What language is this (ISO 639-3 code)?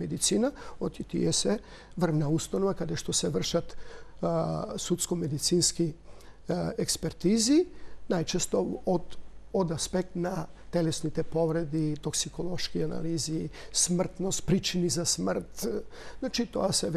mkd